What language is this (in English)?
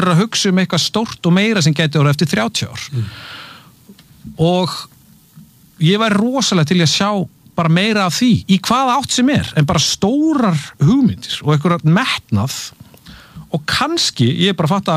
Icelandic